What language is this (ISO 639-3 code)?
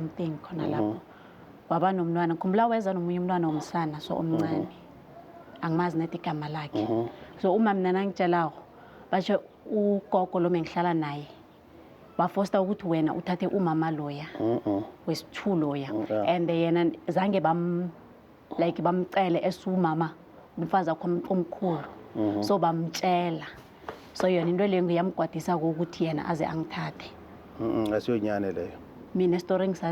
zul